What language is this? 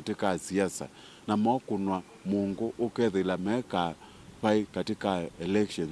Kamba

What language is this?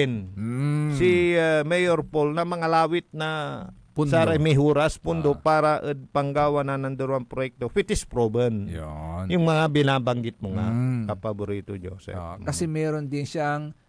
Pangasinan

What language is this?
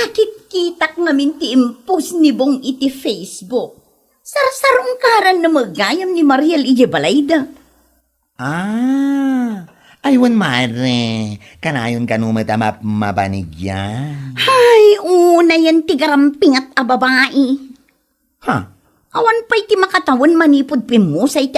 Iloko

